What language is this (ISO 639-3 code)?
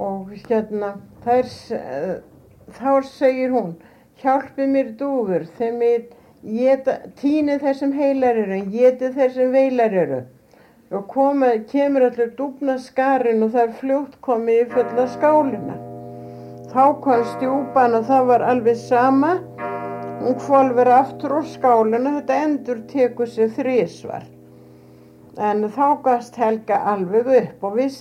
isl